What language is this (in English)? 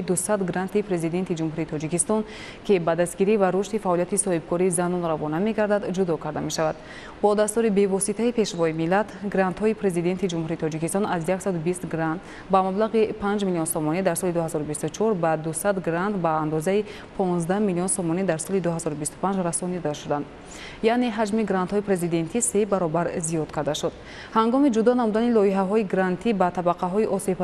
Tajik